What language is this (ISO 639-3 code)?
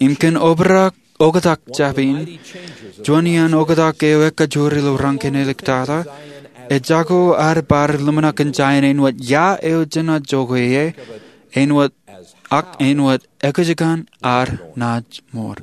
mah